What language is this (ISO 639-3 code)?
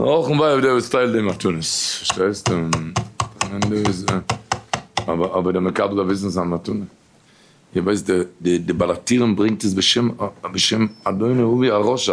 yid